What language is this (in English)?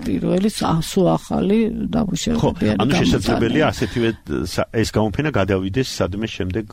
Georgian